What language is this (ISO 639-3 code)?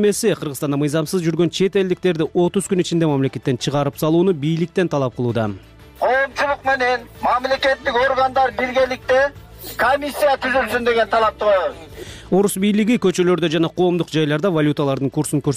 kir